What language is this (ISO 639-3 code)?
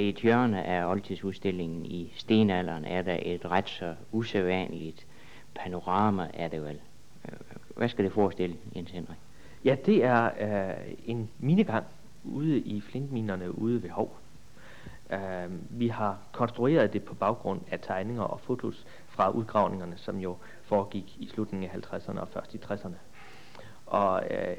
dan